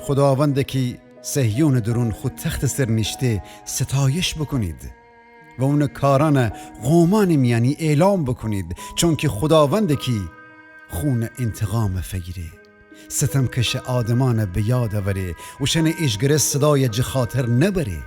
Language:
Gilaki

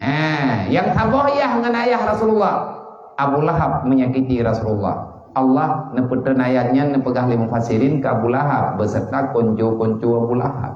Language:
Achinese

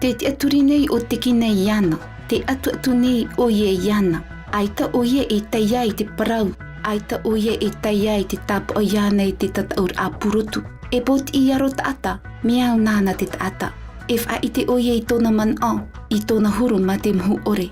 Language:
Tahitian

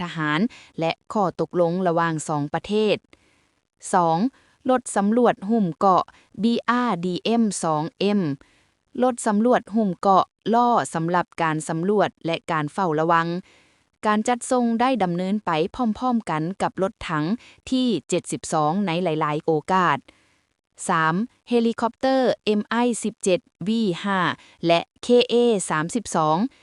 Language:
Lao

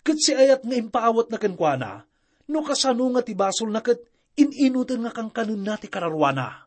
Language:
Iloko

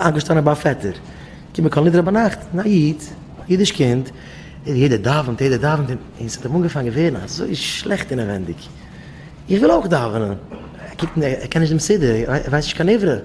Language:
Yiddish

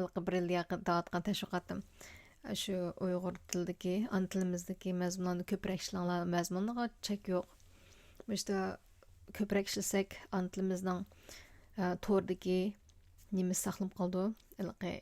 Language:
Uyghur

